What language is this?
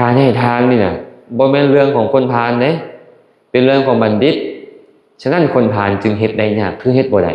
Lao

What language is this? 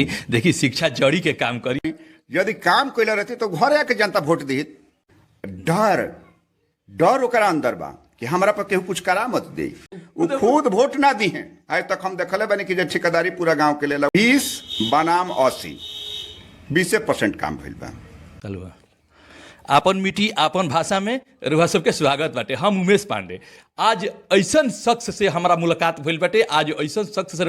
Bhojpuri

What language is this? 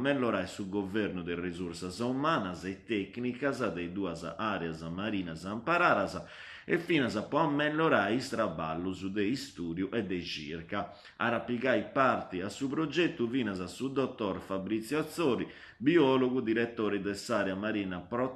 Sardinian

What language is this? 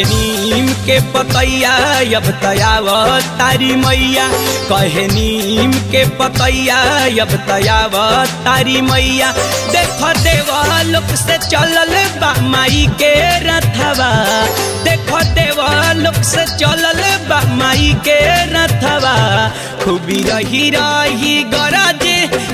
Bhojpuri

